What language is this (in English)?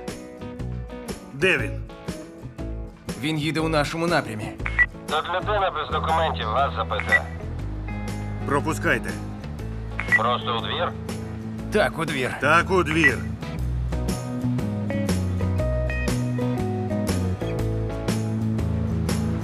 Ukrainian